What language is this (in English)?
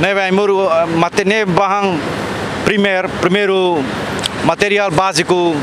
Tetum